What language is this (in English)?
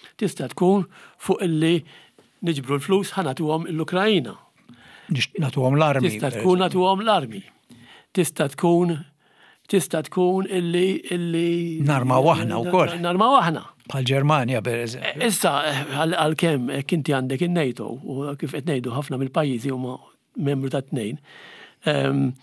Maltese